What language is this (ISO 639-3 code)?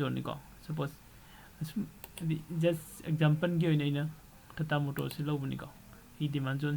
mni